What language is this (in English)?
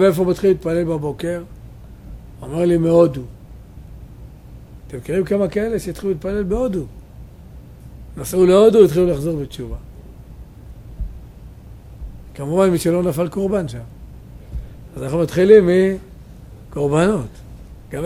Hebrew